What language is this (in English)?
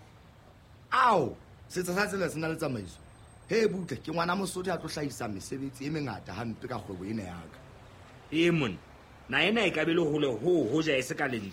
Southern Sotho